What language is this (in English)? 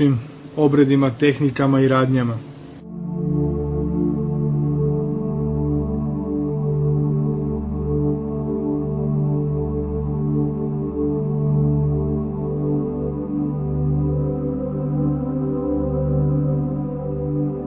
Serbian